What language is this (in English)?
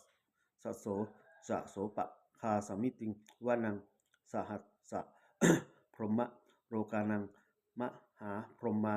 Pali